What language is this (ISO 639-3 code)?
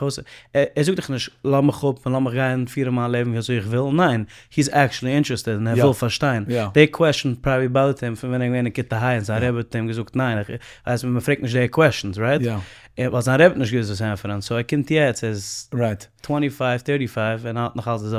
yid